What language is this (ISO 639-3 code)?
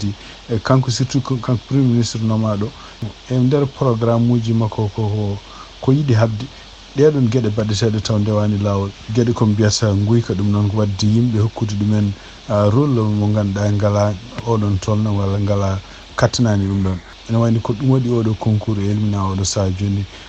ful